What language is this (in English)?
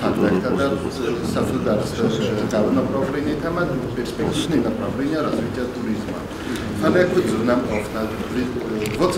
Ossetic